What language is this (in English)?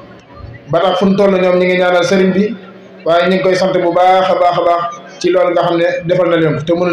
Wolof